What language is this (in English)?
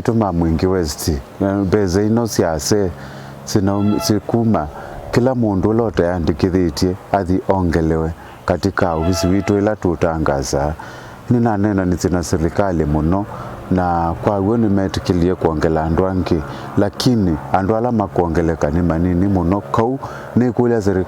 Kamba